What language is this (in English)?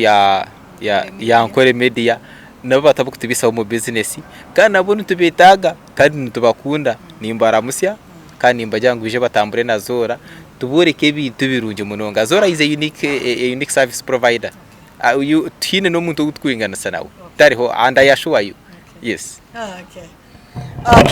Nyankole